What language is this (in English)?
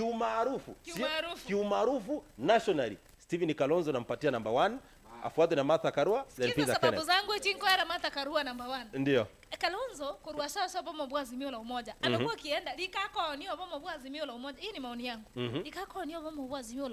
Gusii